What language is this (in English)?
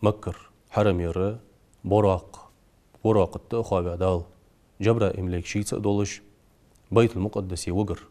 Ingush